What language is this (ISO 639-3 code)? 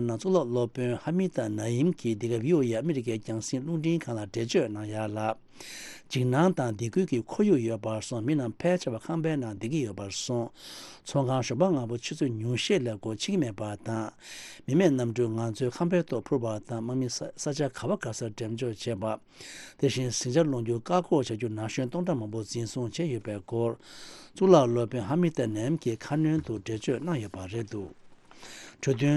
bod